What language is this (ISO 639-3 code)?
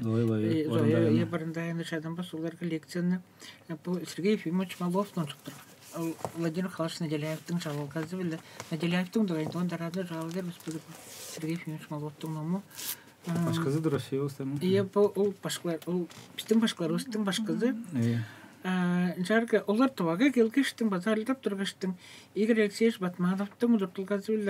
tyv